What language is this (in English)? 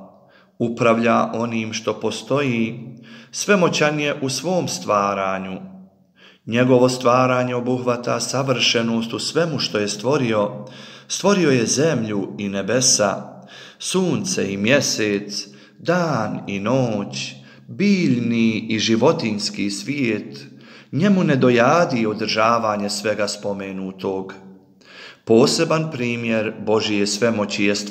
Bosnian